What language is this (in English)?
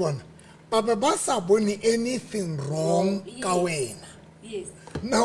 Southern Sotho